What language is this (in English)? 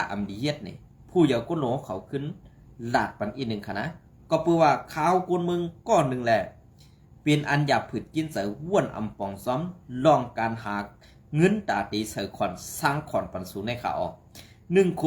Shan